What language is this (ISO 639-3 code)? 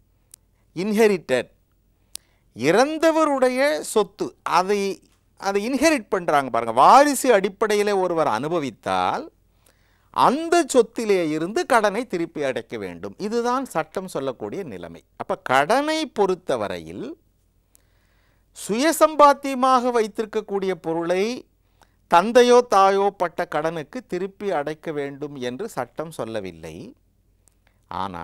tam